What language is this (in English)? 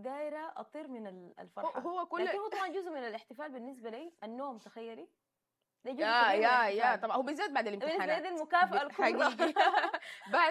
Sudanese Arabic